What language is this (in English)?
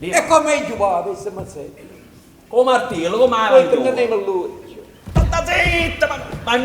Neapolitan